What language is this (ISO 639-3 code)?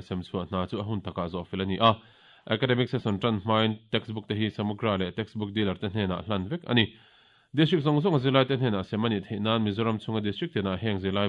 lus